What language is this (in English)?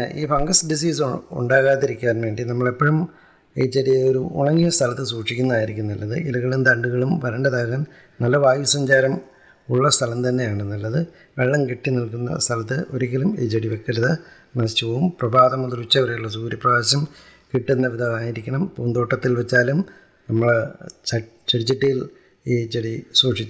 Malayalam